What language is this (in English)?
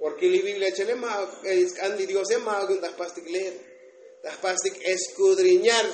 Tzotzil